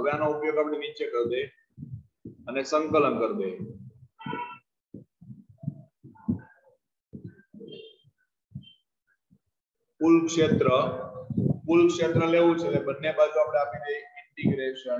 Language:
Gujarati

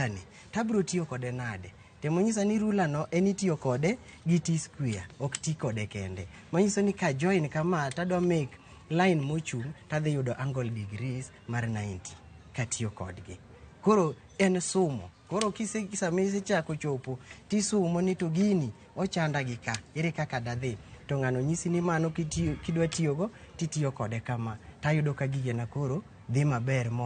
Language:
Luo (Kenya and Tanzania)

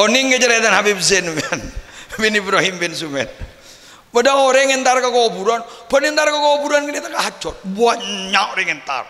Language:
Madurese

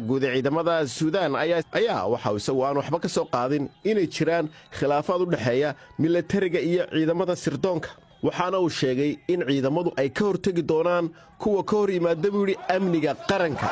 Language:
Somali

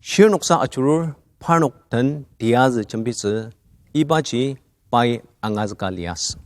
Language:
Ao Naga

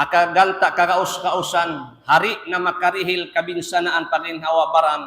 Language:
Tausug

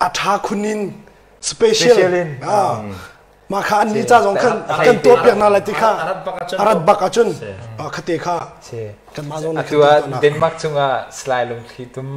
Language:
Hakha Chin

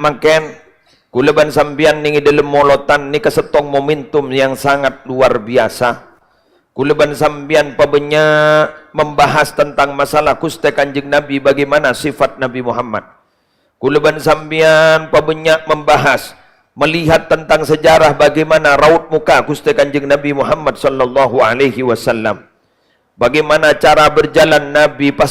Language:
Madurese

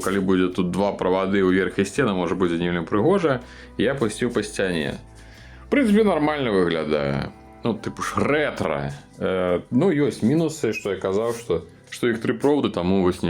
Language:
Belarusian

